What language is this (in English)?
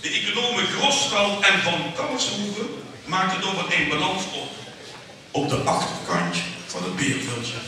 Limburgish